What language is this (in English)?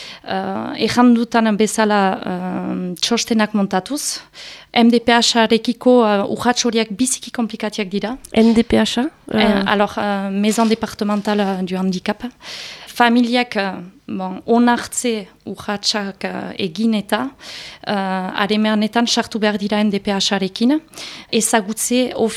Basque